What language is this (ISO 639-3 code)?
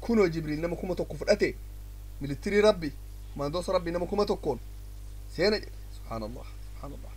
orm